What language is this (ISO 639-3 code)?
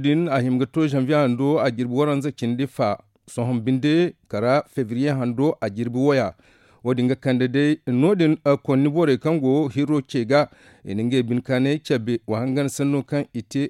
dje